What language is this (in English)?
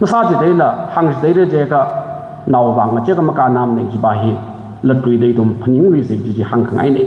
Tangkhul Naga (India)